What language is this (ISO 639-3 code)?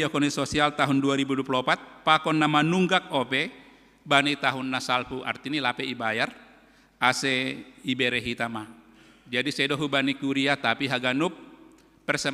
bts